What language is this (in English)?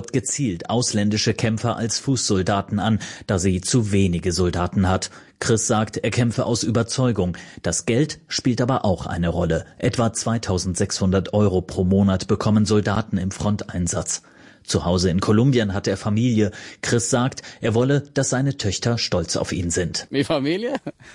German